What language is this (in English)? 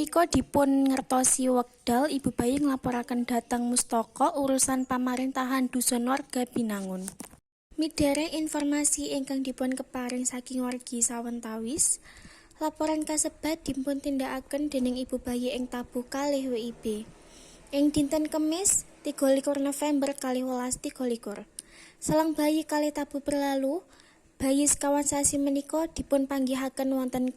Javanese